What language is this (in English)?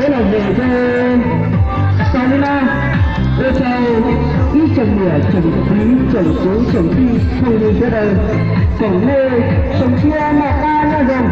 Hmong